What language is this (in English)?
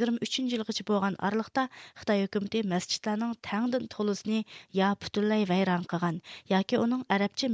Uyghur